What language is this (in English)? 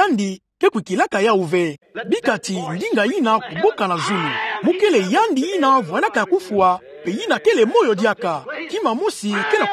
Kituba (Democratic Republic of Congo)